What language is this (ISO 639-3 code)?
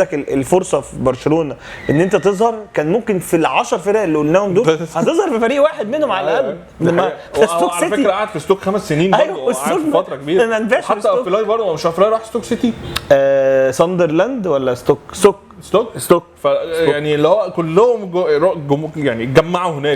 arz